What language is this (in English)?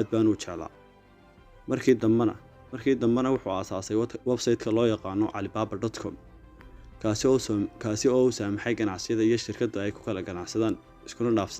Somali